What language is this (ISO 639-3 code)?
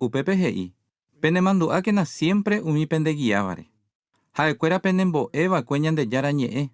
grn